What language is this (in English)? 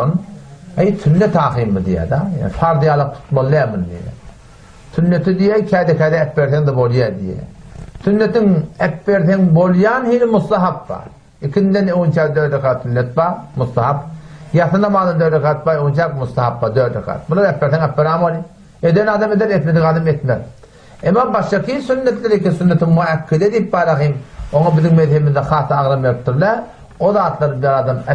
Turkmen